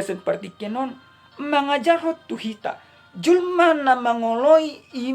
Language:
Batak Toba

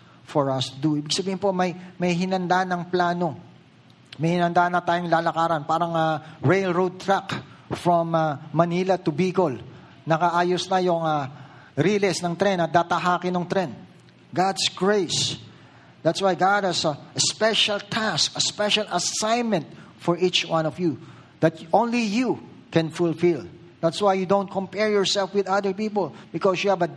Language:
Filipino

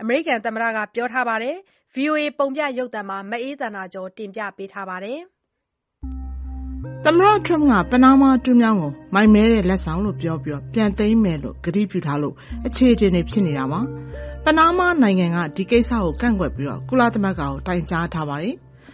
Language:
Burmese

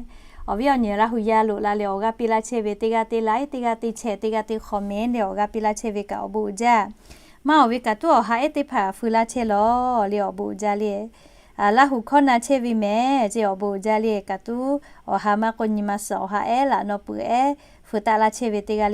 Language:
Lahu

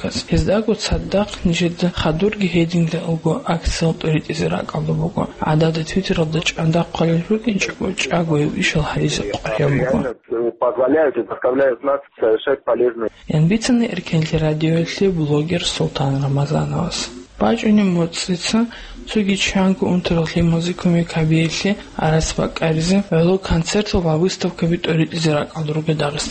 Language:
Avaric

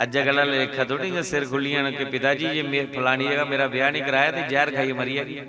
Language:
Dogri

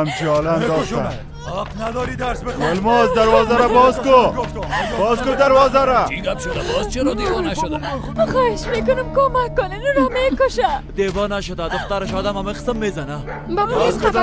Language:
Persian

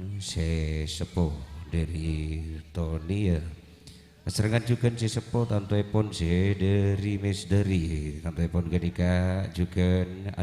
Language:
Madurese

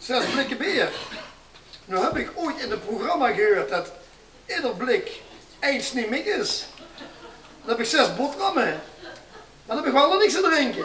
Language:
Limburgish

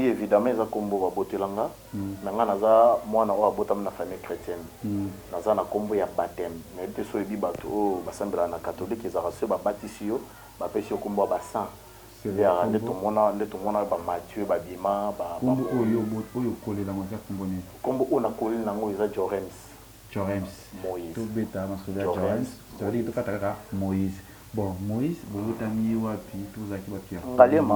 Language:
Lingala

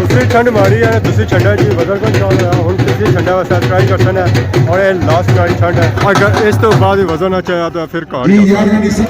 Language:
Pahari-Potwari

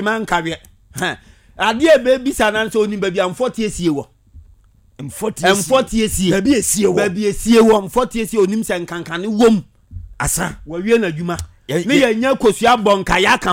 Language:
Akan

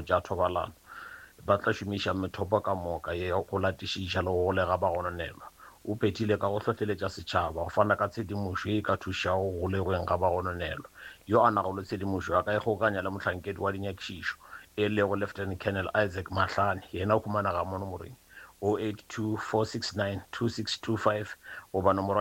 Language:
Northern Sotho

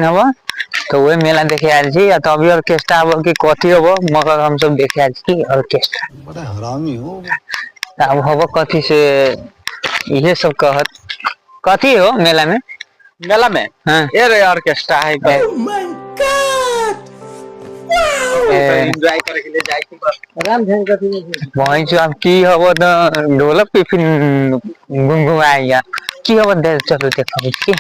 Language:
Maithili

